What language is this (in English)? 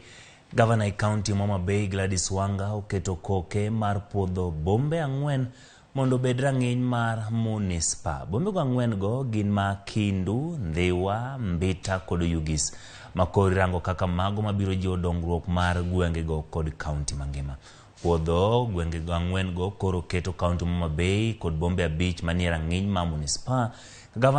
Luo (Kenya and Tanzania)